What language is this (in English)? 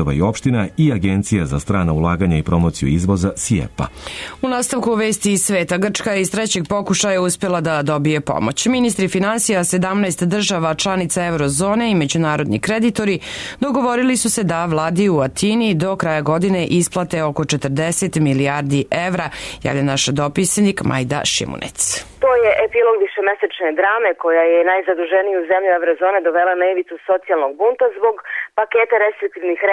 Serbian